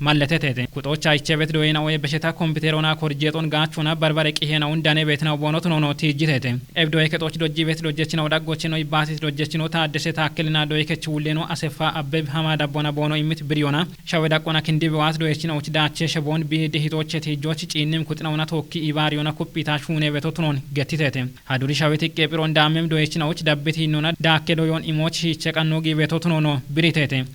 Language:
Kafa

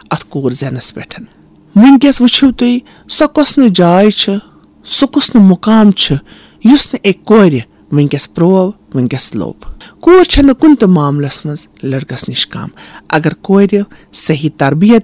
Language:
Kashmiri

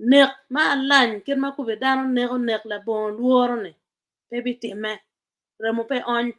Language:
Acoli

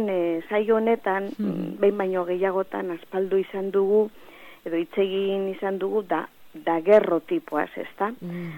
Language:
Basque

